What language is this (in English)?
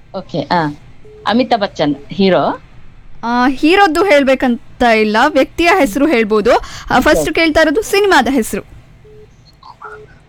Kannada